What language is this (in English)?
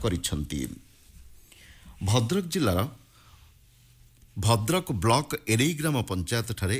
Odia